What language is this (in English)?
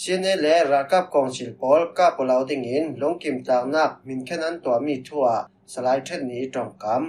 Falam Chin